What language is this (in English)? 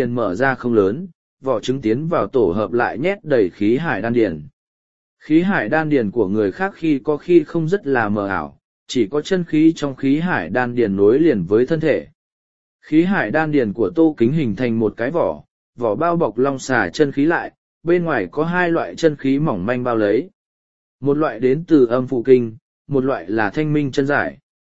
Vietnamese